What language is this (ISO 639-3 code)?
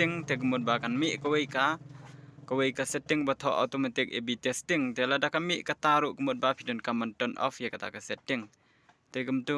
kha